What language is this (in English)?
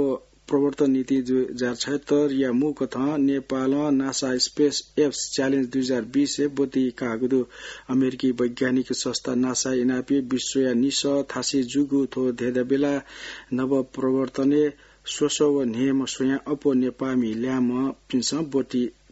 Newari